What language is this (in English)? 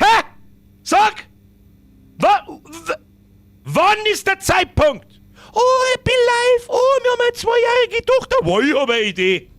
Bavarian